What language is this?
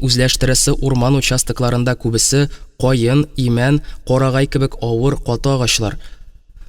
Tatar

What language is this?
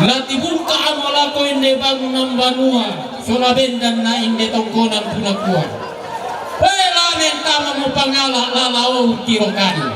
Toraja-Sa'dan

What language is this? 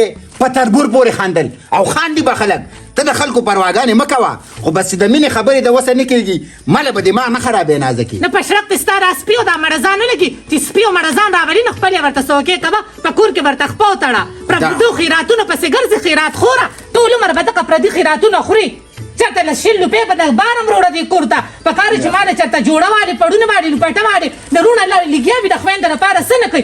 Pashto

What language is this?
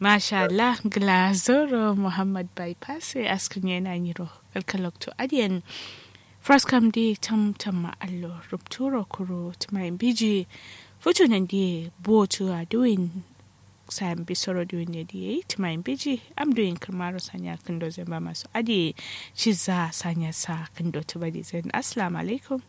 Kanuri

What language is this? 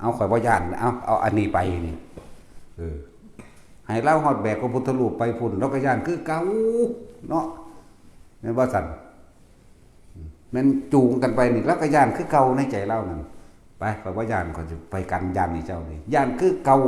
Northeastern Thai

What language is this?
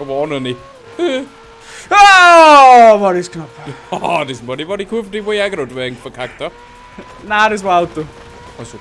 Bavarian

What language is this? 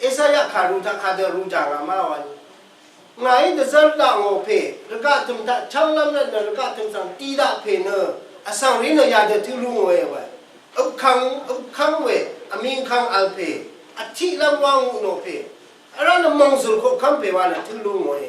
Rawang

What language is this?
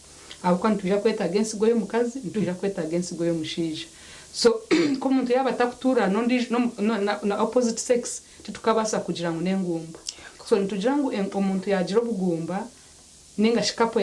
Nyankole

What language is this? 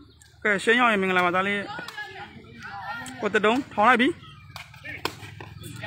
Burmese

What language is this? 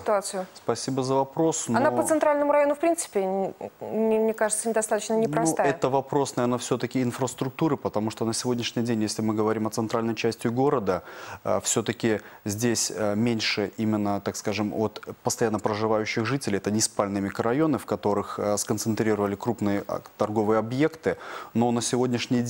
Russian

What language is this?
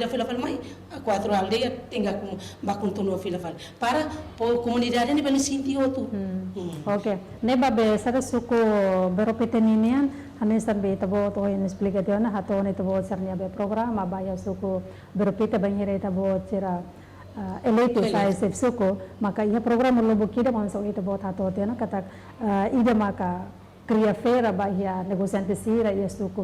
Tetum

